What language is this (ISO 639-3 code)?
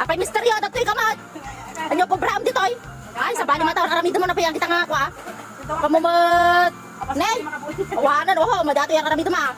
ilo